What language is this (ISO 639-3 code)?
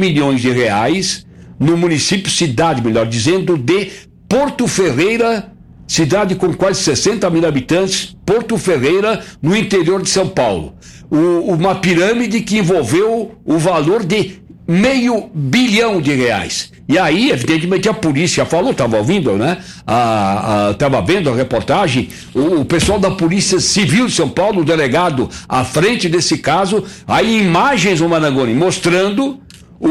por